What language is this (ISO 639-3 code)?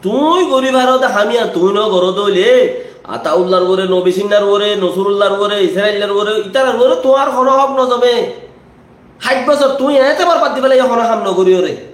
rhg